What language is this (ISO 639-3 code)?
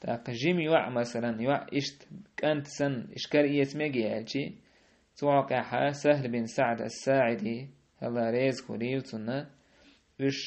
che